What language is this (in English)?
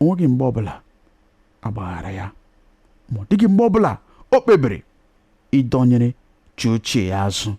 Igbo